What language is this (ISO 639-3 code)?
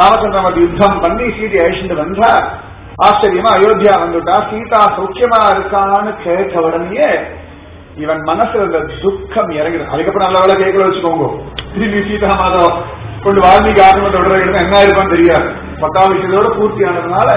tam